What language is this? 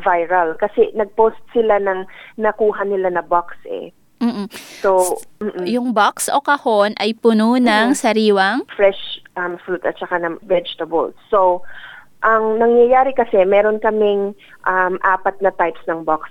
Filipino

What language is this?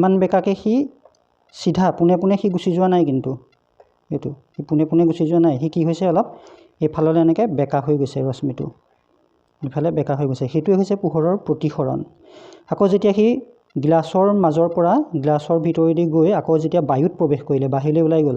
Assamese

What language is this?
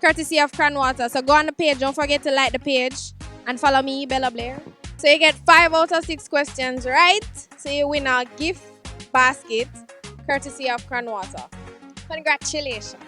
Jamaican Creole English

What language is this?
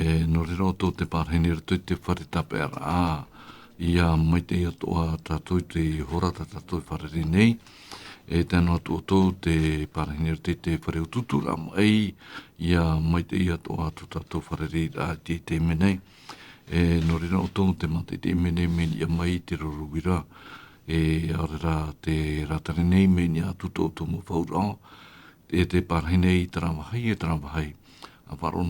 Tahitian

